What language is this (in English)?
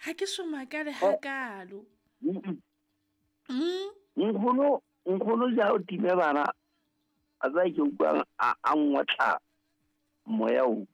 Southern Sotho